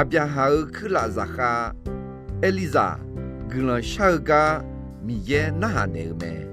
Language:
Akha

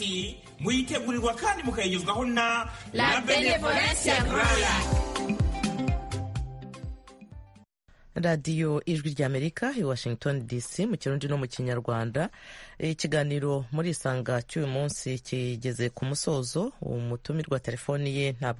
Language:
Kinyarwanda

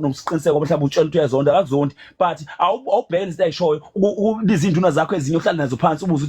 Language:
Zulu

